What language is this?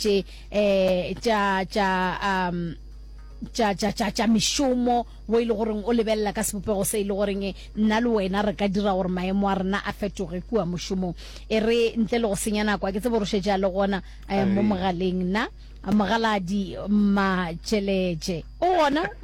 Northern Sotho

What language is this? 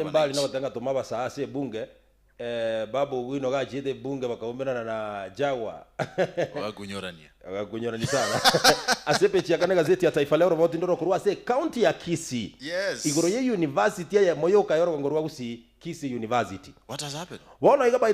Gusii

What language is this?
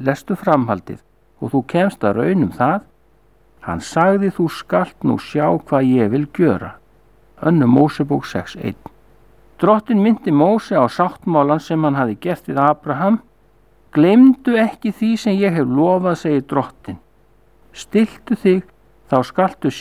Icelandic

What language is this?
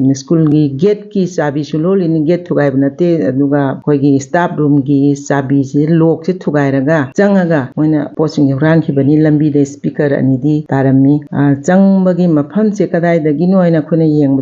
Manipuri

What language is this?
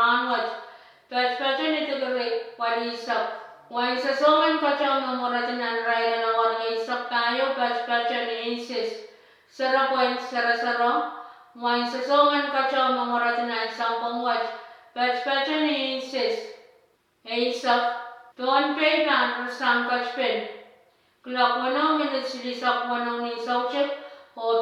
Pohnpeian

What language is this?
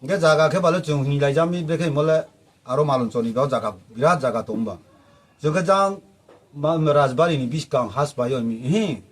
Riang (India)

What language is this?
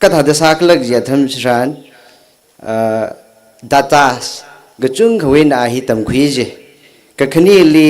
Tangkhul Naga (India)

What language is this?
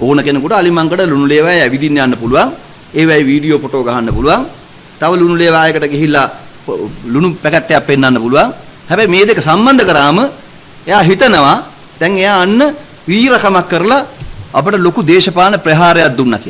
Sinhala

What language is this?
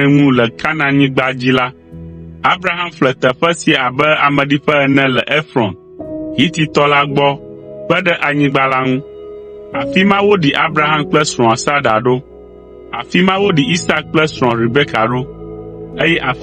Ewe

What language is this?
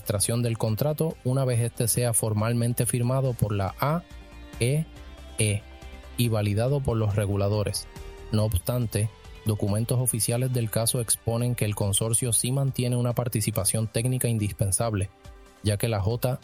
Spanish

